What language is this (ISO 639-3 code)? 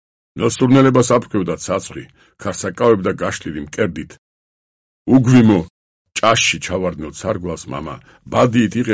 kat